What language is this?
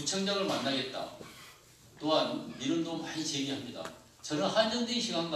Korean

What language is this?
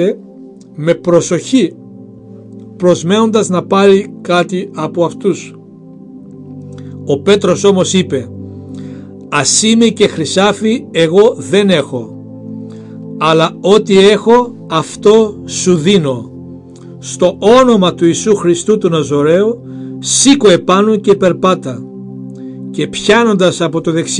Greek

